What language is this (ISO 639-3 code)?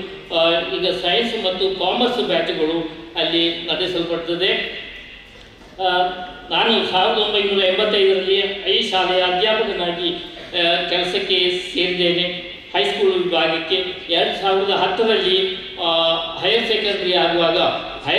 kan